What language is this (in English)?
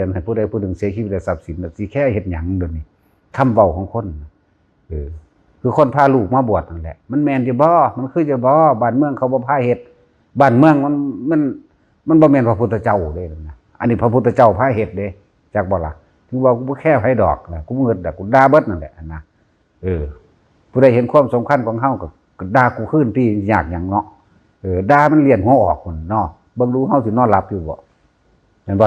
Northeastern Thai